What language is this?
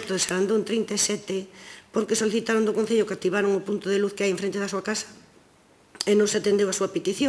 Galician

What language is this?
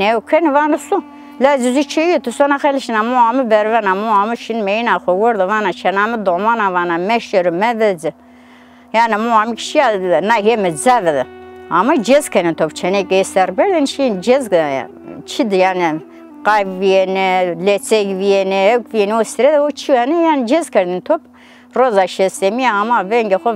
Zaza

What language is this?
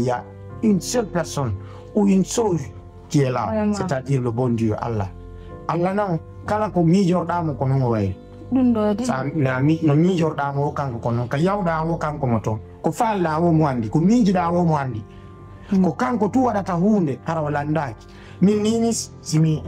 Fula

